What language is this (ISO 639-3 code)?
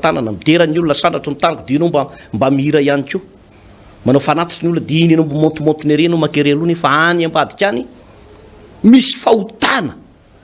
mlg